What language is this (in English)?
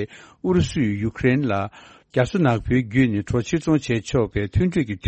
Tibetan